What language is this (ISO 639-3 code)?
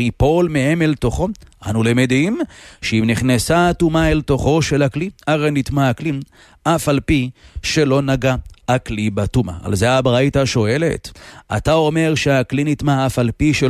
heb